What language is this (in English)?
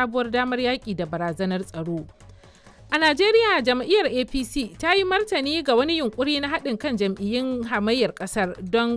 Hausa